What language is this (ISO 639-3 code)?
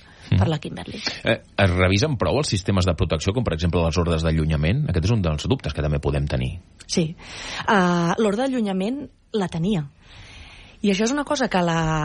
cat